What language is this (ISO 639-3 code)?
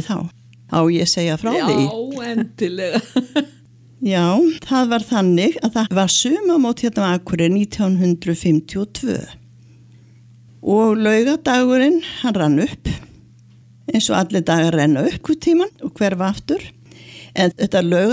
isl